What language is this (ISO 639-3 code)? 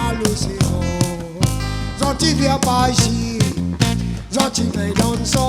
rcf